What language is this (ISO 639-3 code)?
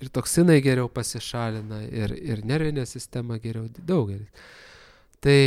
lit